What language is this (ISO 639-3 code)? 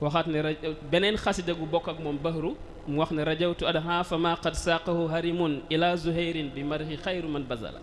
wol